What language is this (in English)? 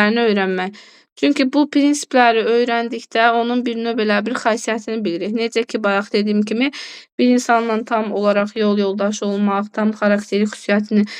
Azerbaijani